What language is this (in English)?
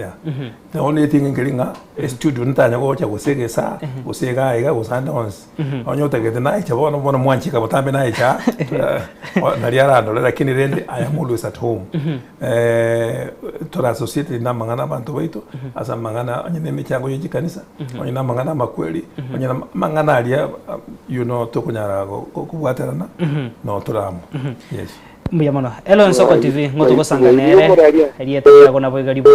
Gusii